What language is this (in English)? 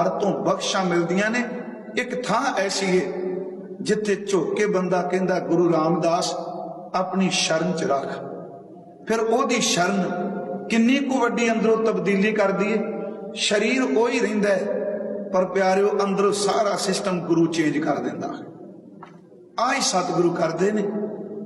Punjabi